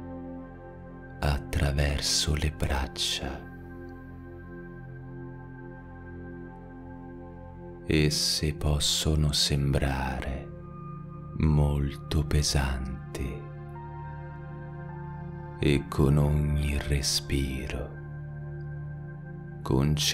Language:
Italian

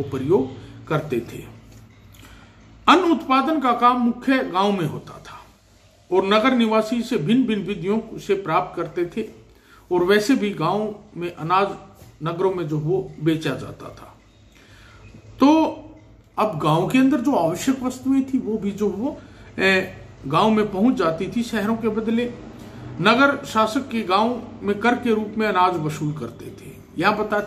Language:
Hindi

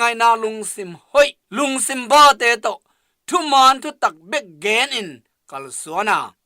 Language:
Tedim Chin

